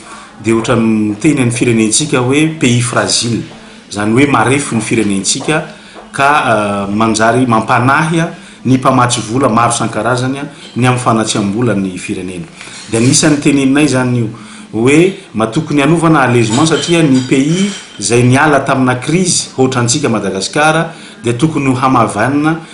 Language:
Malagasy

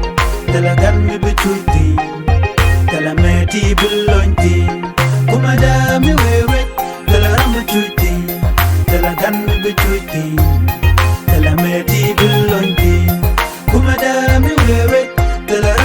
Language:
Nuer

